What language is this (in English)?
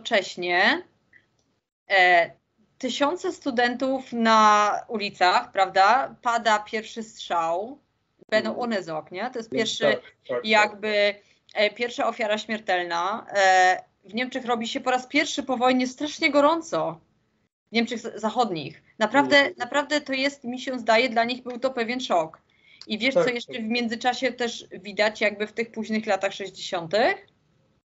Polish